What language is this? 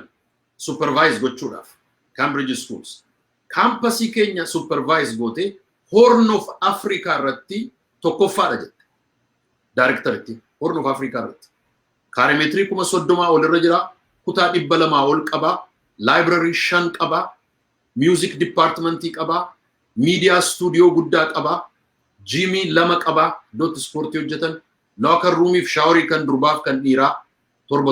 Oromo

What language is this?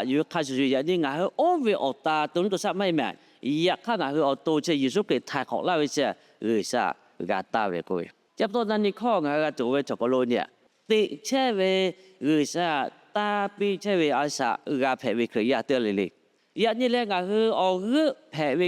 Lahu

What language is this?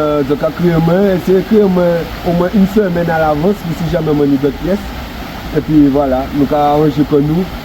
Guadeloupean Creole French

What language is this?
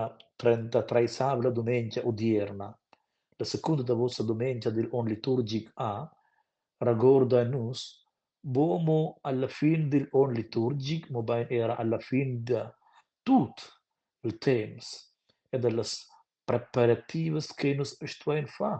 Romansh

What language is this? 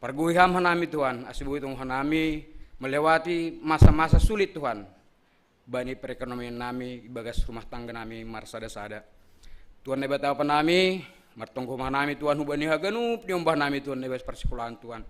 Batak Simalungun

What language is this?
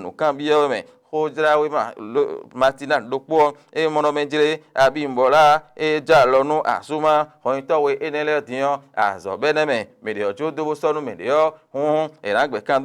Fon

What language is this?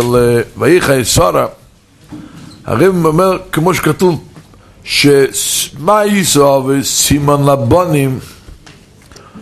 Hebrew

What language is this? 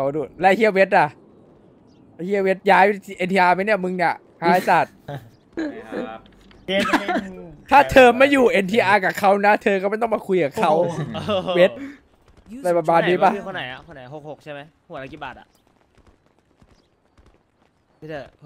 Thai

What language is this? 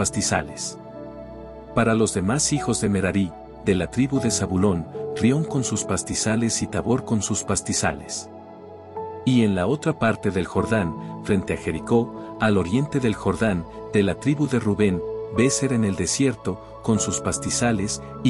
Spanish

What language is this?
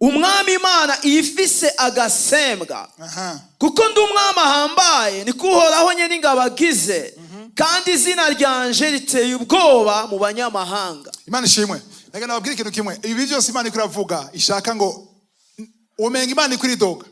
Rundi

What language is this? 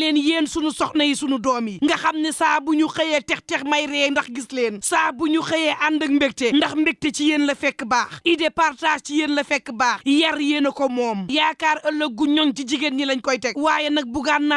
Wolof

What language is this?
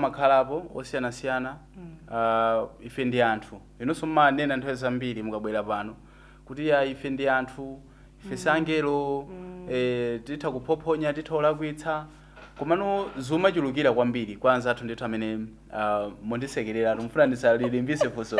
Nyanja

